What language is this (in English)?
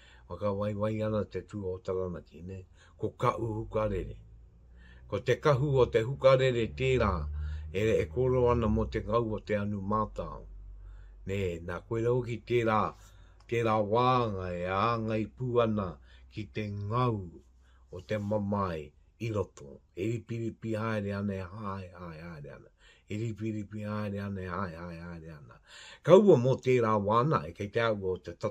Māori